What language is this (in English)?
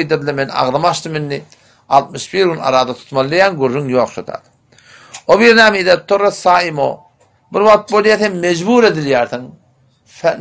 Turkmen